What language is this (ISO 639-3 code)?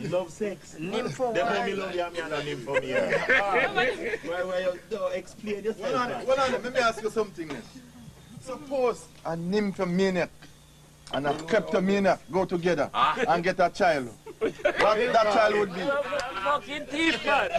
jam